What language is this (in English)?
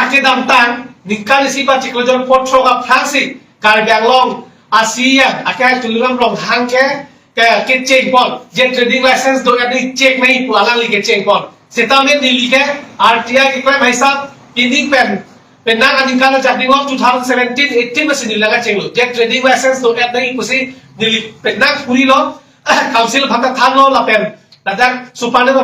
Karbi